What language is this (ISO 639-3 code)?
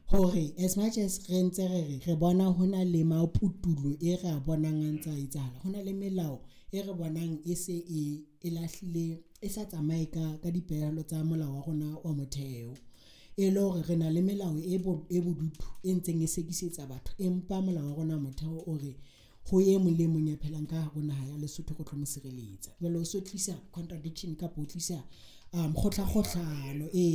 sot